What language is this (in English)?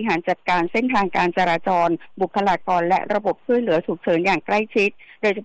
Thai